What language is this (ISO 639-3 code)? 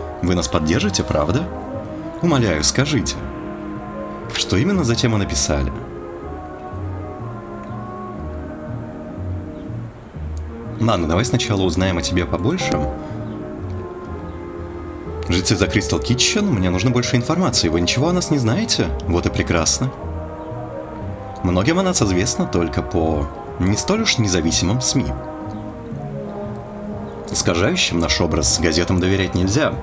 rus